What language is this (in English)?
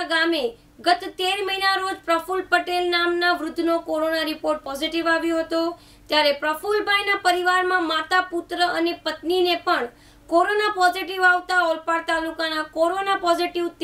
Gujarati